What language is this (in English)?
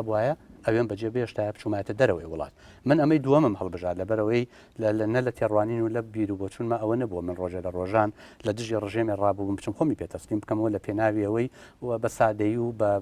Central Kurdish